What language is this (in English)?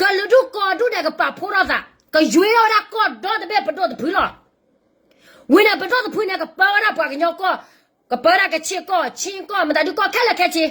S'gaw Karen